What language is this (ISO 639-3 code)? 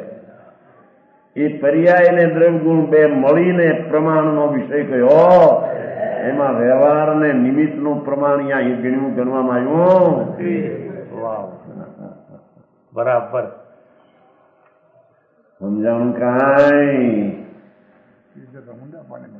guj